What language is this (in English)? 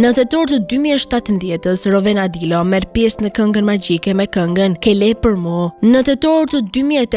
Albanian